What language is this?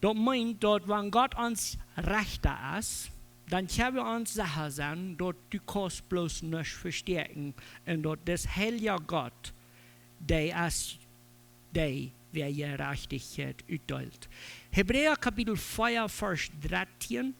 Plautdietsch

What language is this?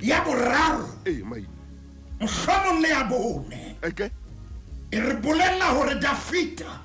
Southern Sotho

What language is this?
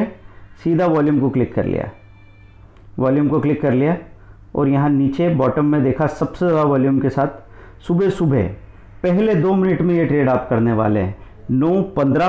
Hindi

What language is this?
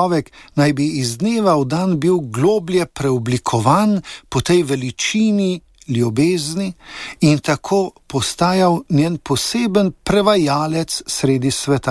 Slovenian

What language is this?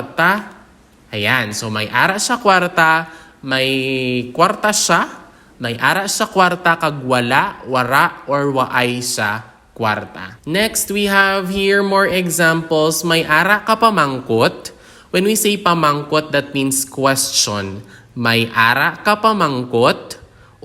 Hiligaynon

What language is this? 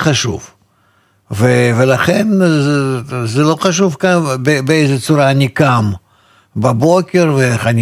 Hebrew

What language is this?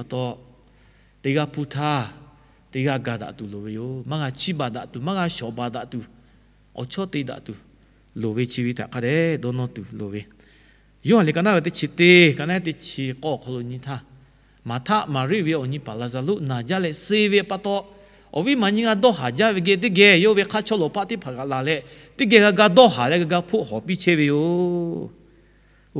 Lahu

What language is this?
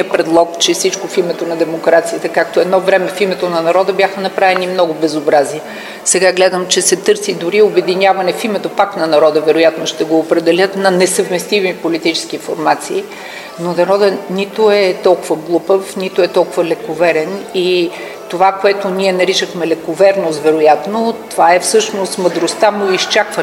Bulgarian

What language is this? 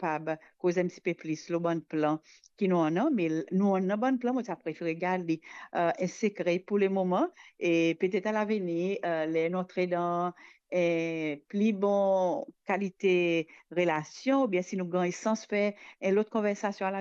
Morisyen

